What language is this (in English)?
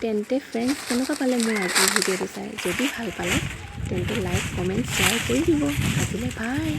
Assamese